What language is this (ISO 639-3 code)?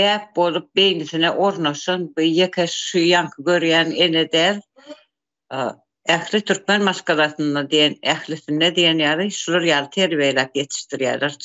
tuk